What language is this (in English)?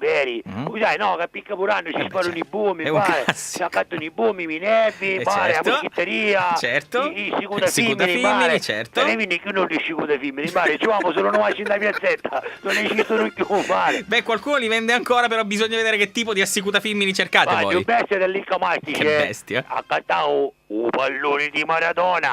Sicilian